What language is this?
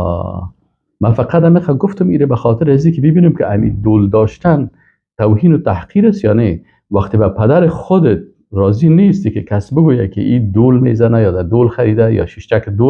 Persian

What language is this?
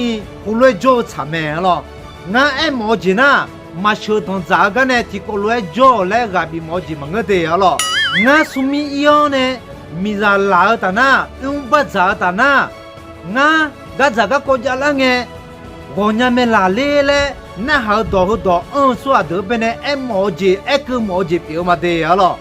Akha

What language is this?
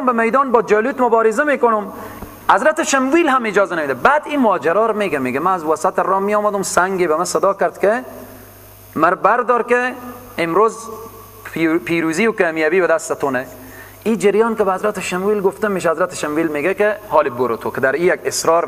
Persian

